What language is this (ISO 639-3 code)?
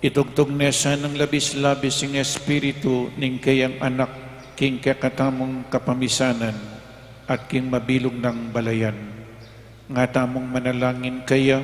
pam